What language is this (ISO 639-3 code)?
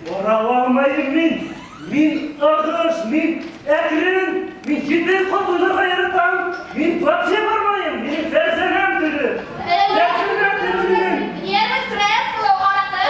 bak